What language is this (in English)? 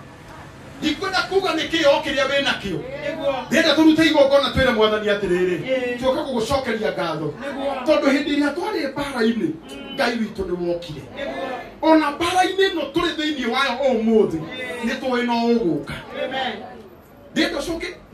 Kikuyu